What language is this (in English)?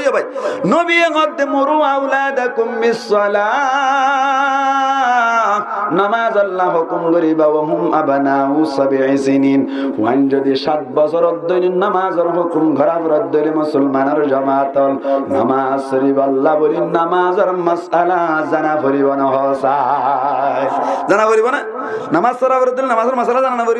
Rohingya